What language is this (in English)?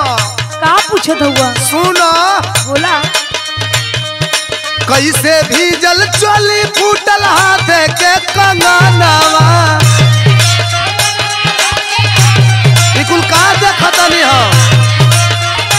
Bhojpuri